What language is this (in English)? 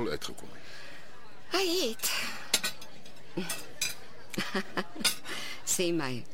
Afrikaans